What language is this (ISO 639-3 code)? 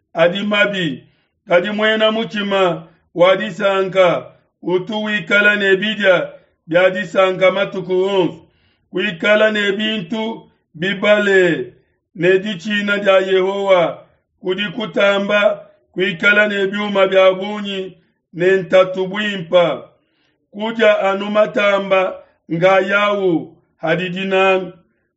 lua